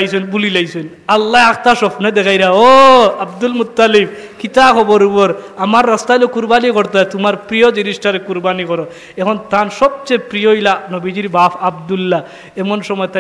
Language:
Sylheti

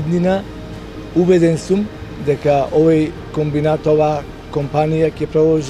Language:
Macedonian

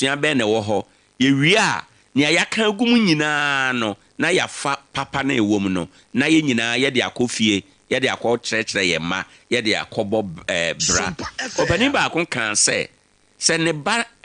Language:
Akan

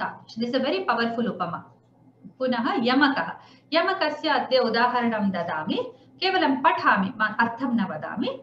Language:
Sanskrit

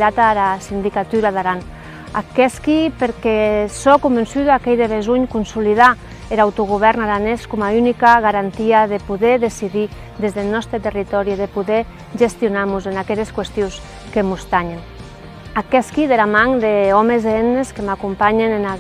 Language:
Occitan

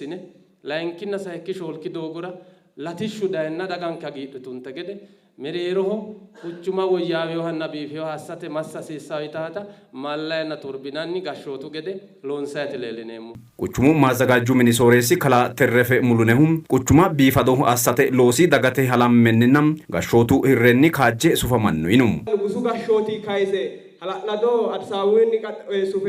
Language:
Sidamo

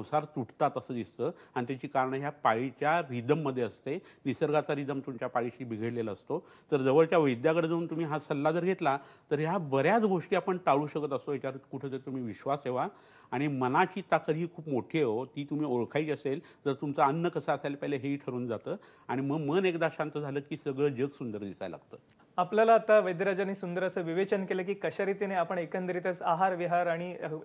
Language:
Marathi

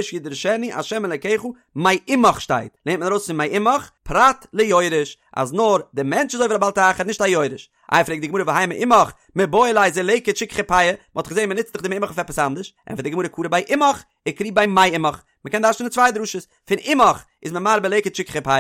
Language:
Yiddish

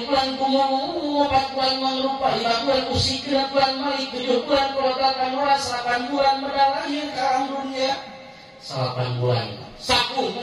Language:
Sundanese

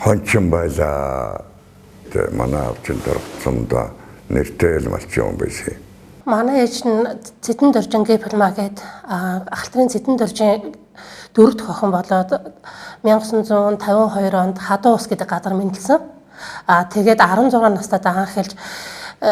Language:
Mongolian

